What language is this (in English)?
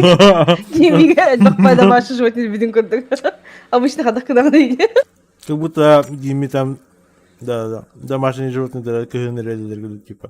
Yakut